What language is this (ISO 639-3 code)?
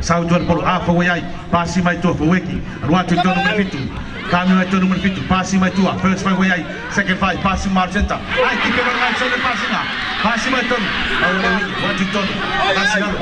smo